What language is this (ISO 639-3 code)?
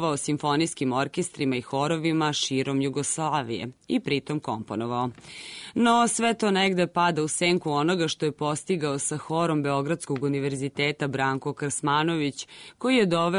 srp